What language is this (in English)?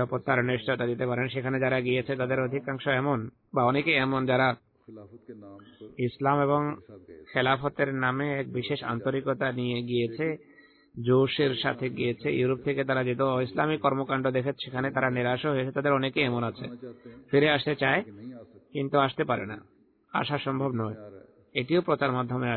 Bangla